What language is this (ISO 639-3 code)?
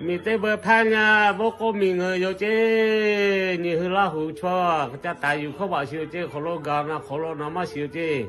lhu